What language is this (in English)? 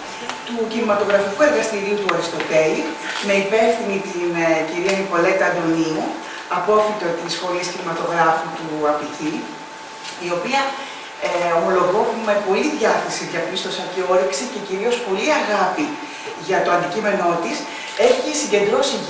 Greek